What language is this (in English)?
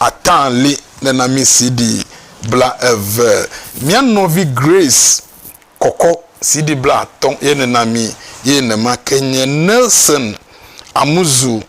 Ewe